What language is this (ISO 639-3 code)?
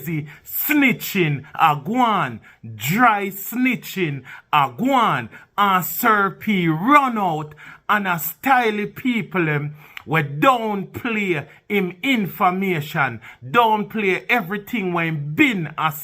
jam